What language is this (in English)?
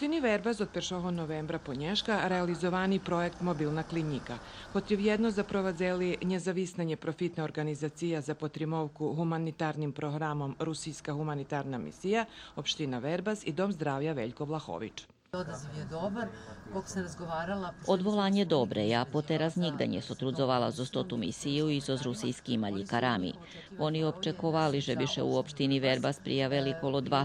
Rusyn